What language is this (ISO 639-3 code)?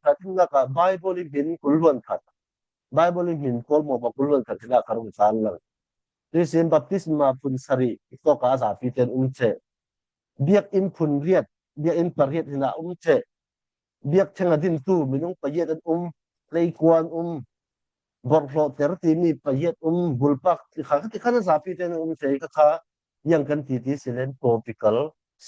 cfm